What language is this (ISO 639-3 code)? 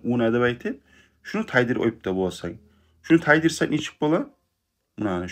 kum